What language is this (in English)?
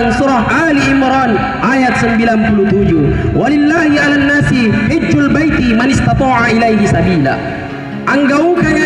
Makasar